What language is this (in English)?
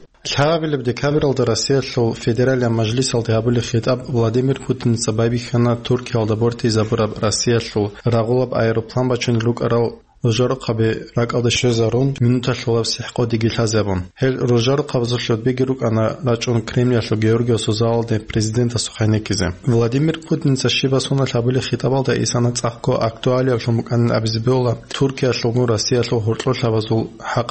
Avaric